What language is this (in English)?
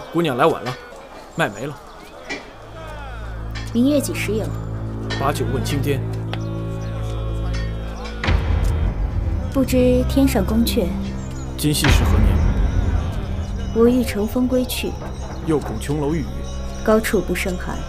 Chinese